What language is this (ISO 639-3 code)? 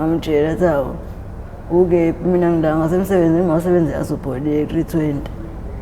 zul